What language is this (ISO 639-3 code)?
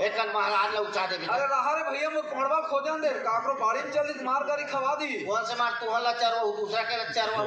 hne